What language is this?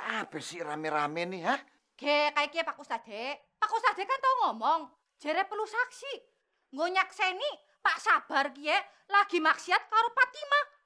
Betawi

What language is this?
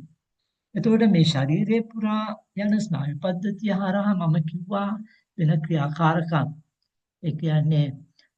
Sinhala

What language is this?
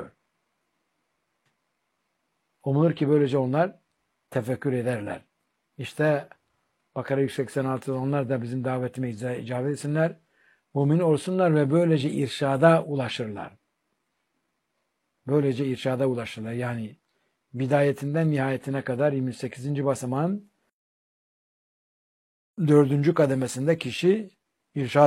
Turkish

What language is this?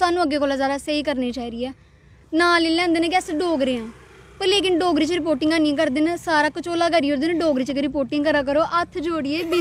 Dogri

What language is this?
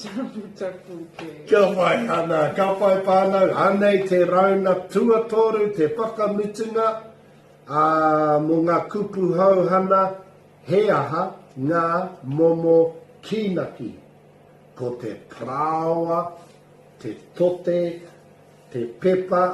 Māori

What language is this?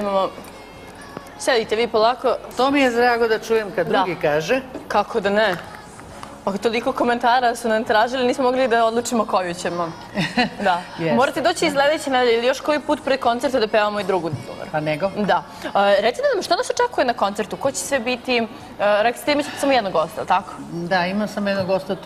Serbian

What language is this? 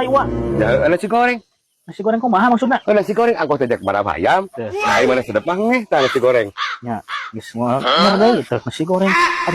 Sundanese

